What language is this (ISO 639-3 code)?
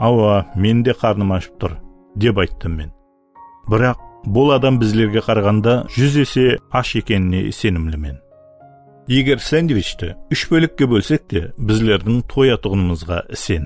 kaa